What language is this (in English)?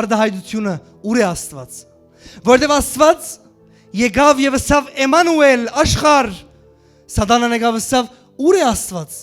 Western Armenian